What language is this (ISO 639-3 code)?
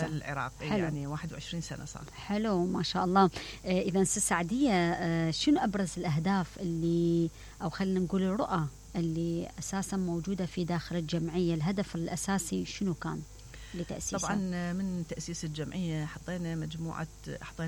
acm